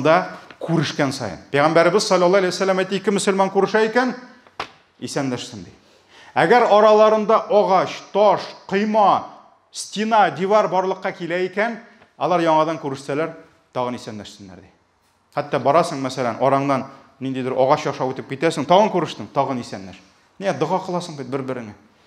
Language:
Tatar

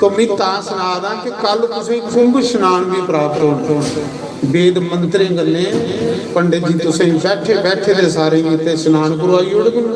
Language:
Dogri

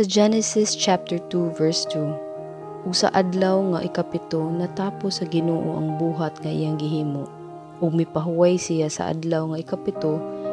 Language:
Cebuano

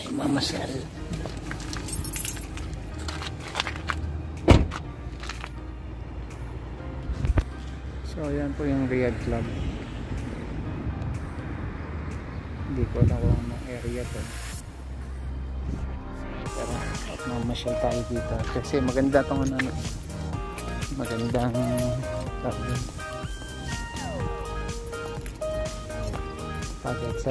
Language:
Filipino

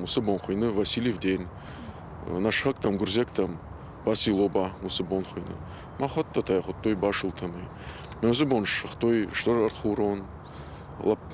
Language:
Ossetic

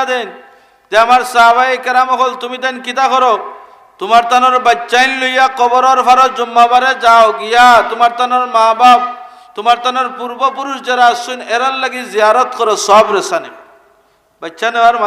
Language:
Sylheti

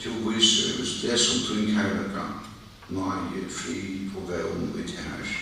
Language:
Faroese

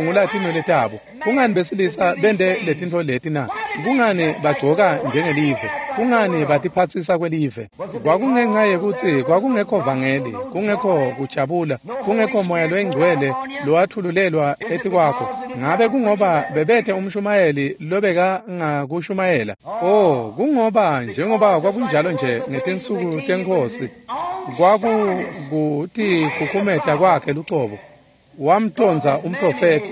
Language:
Swati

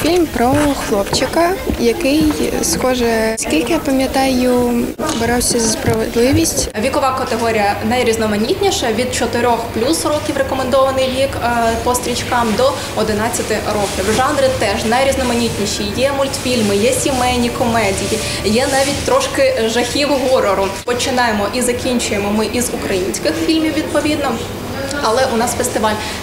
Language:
Ukrainian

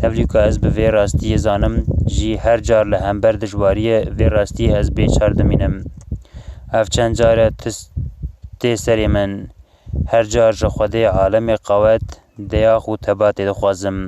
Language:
Kurdish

